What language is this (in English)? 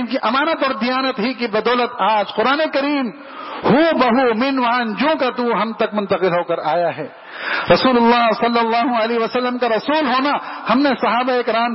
Urdu